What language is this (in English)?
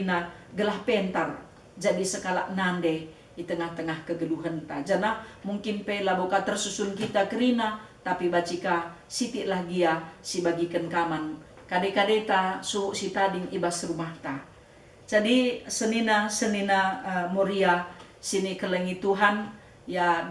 Batak Karo